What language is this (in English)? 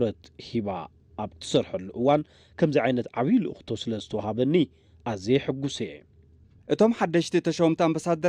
Tigrinya